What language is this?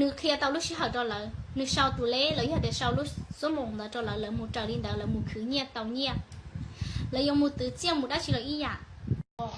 Hmong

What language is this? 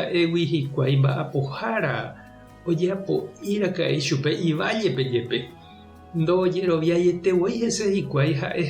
Guarani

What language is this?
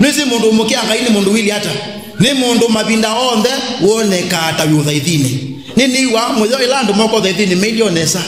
Kamba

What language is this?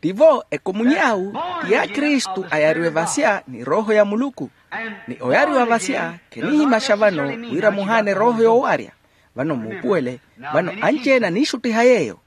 Makhuwa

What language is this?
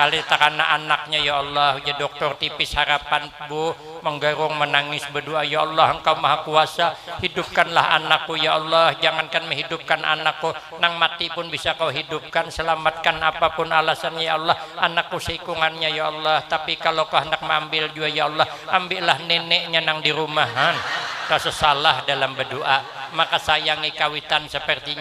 Banjar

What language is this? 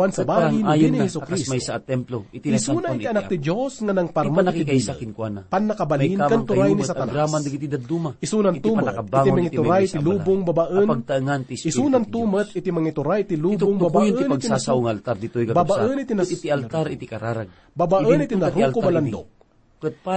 Iloko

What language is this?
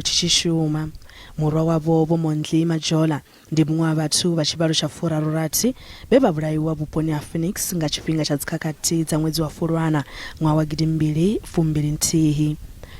Venda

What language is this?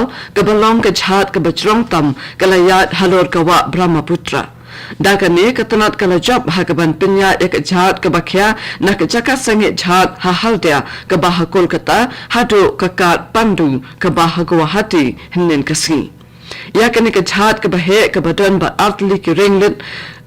Khasi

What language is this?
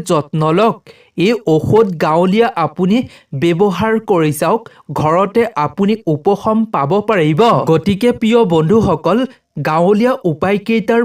Assamese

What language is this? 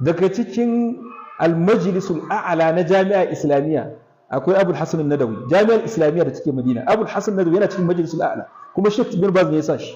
Hausa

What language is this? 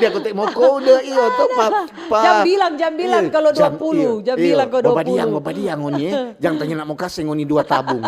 Manado Malay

